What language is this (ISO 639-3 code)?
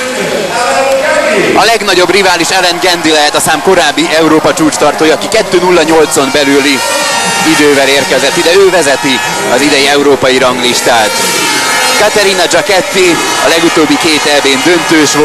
hun